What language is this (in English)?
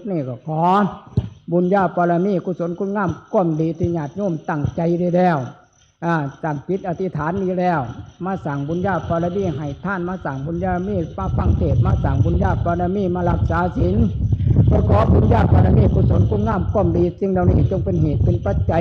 Northeastern Thai